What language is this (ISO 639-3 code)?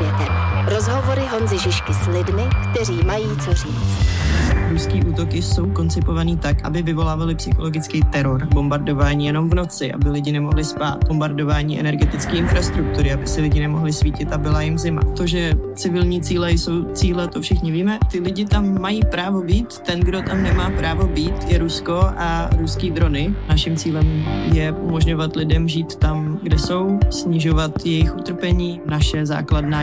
ces